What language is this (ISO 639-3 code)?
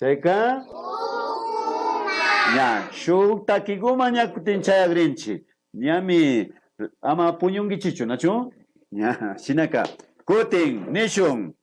qvi